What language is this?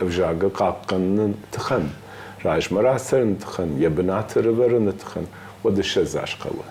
Ossetic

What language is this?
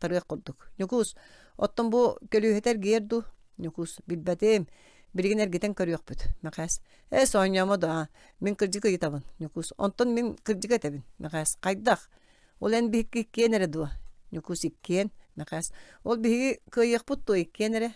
Yakut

